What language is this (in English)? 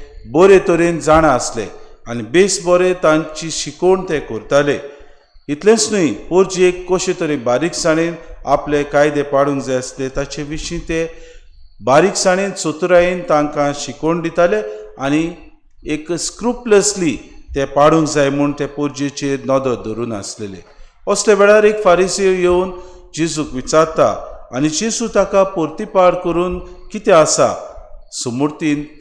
Konkani